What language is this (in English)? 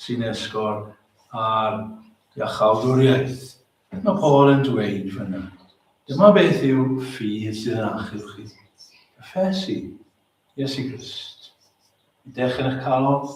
Welsh